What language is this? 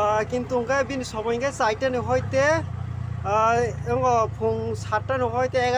Kok Borok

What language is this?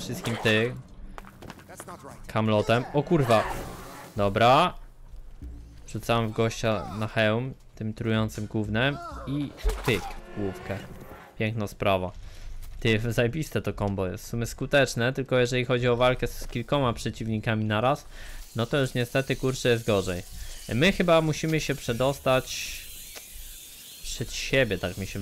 Polish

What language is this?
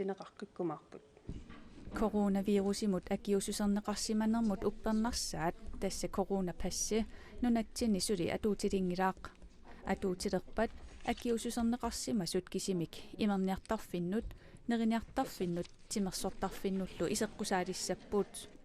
Kalaallisut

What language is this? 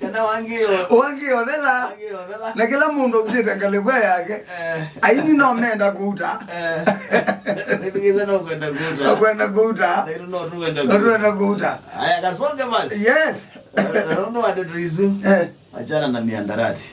Kamba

